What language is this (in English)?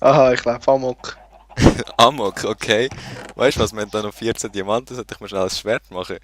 Swiss German